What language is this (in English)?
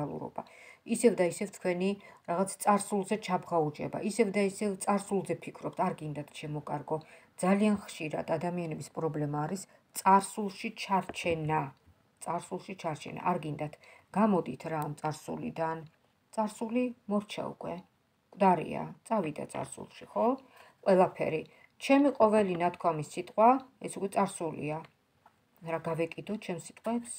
Georgian